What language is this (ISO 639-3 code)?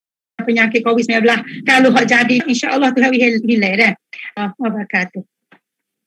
msa